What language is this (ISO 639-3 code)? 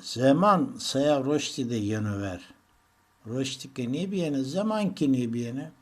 zza